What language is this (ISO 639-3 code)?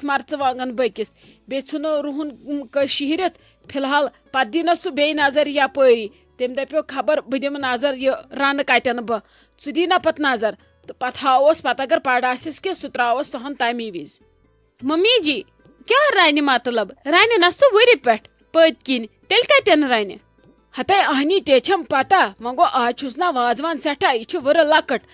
kas